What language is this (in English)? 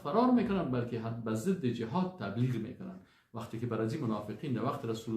Persian